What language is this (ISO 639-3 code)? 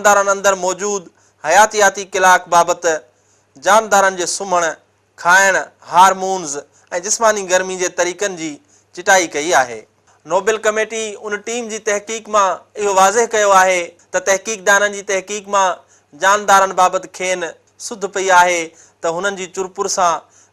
snd